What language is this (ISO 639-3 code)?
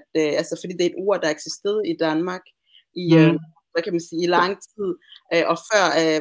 dan